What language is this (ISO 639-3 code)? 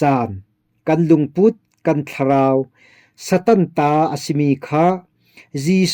cfm